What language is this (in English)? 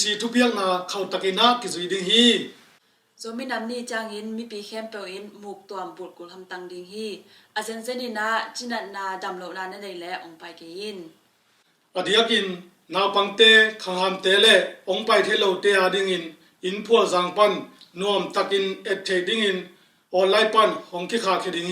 Tedim Chin